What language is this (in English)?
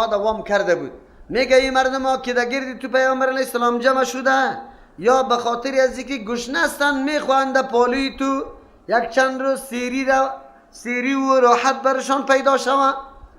Persian